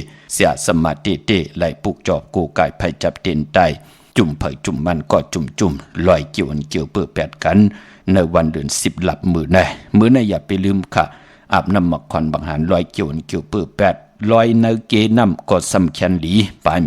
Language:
Shan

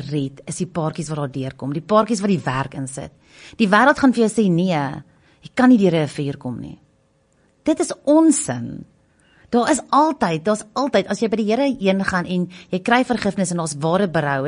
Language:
Afrikaans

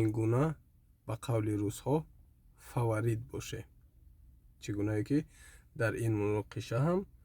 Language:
Tajik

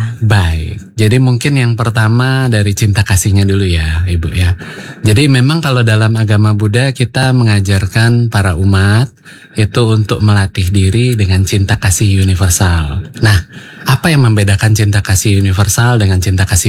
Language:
Indonesian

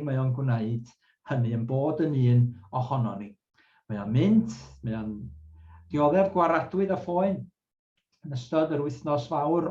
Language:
Welsh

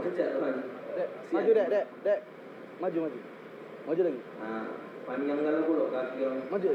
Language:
Musi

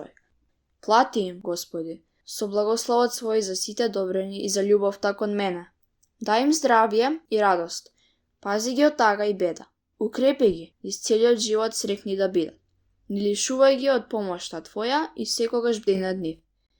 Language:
Macedonian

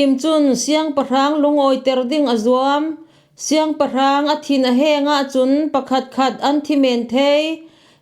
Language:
Falam Chin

